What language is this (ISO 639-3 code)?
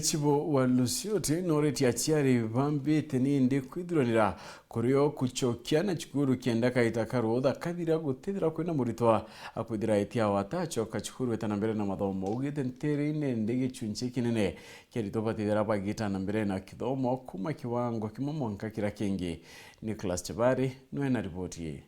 mer